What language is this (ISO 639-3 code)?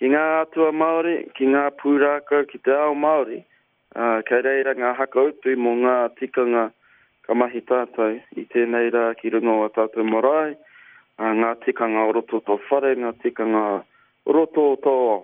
mri